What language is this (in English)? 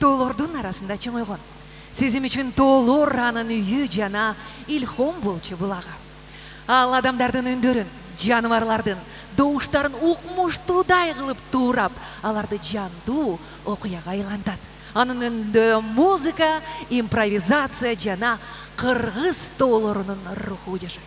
Kyrgyz